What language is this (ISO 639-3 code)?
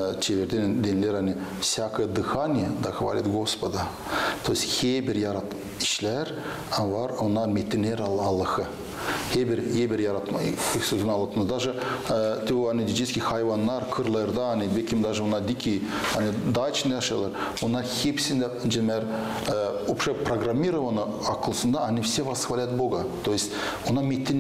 gag